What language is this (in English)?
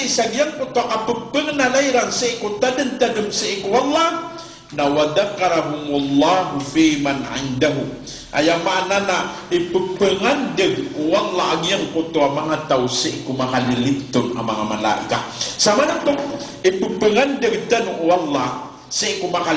Maranao